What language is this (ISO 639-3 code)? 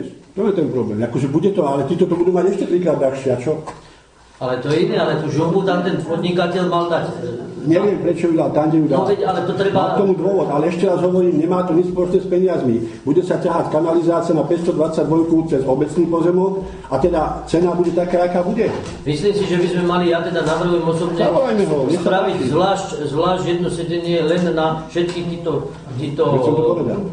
slk